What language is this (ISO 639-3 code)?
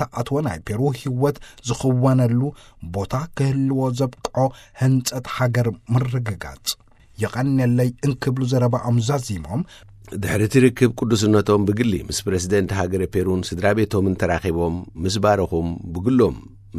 tir